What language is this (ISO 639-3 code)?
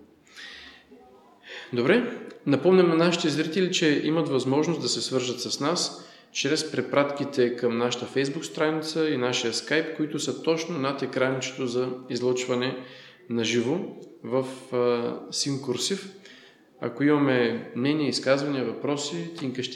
bul